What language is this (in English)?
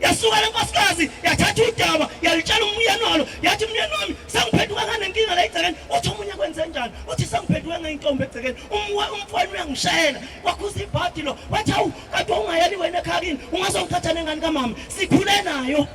Zulu